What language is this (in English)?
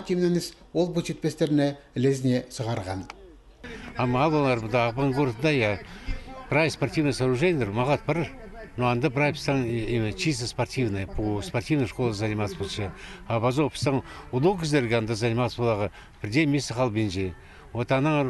Khakas